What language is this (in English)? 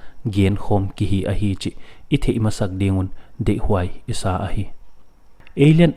Paite Chin